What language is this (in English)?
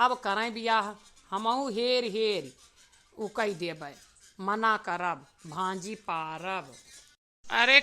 Awadhi